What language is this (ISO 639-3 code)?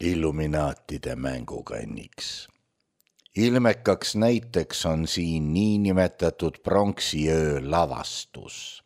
est